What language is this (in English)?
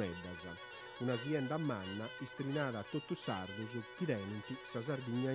Sardinian